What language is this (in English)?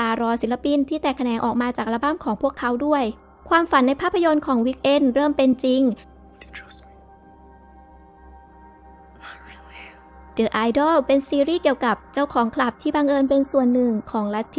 Thai